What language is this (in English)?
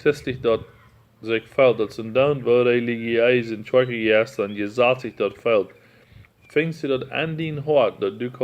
Plautdietsch